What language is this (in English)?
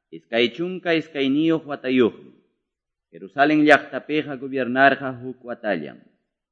Quechua